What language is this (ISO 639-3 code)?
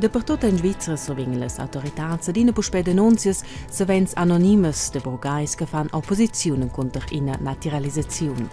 roh